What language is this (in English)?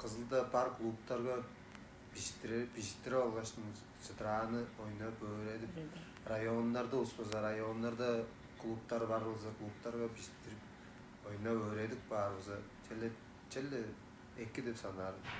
Tuvinian